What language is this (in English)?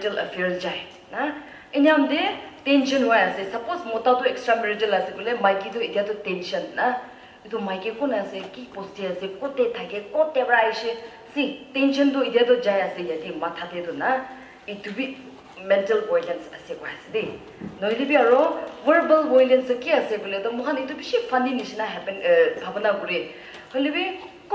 Naga Pidgin